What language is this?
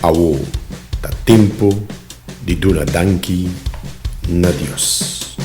Papiamento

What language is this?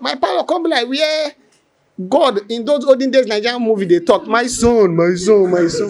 Nigerian Pidgin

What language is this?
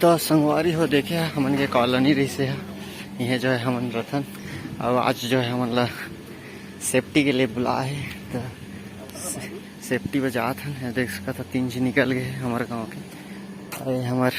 Chhattisgarhi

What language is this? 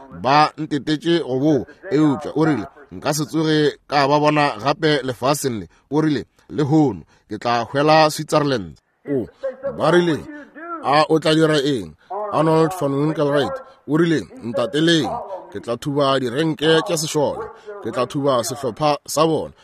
Northern Sotho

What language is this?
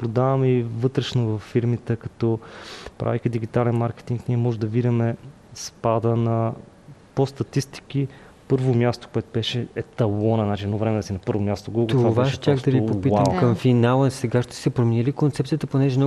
Bulgarian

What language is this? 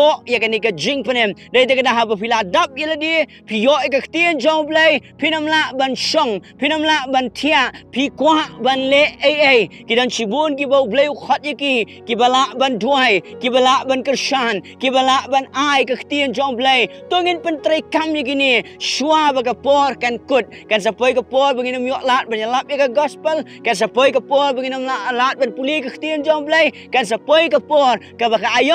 Khasi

